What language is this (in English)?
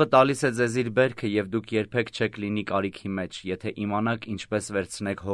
Armenian